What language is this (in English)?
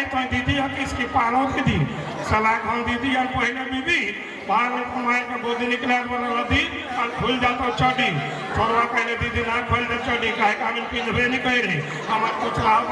Sadri